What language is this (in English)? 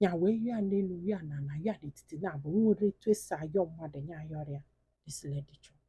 Igbo